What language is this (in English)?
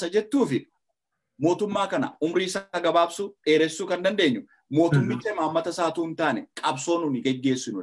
Oromo